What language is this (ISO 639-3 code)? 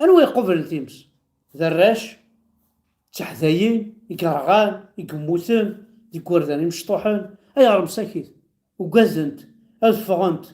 kab